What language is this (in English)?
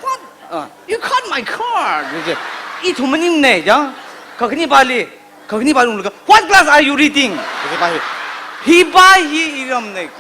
Tangkhul Naga (India)